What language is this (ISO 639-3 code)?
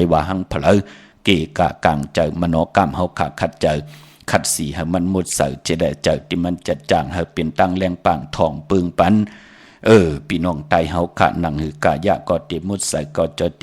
shn